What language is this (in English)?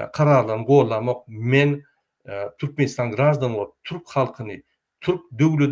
Turkmen